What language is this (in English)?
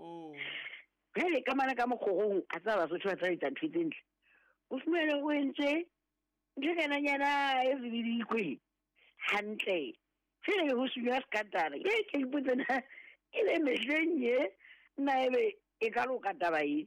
Southern Sotho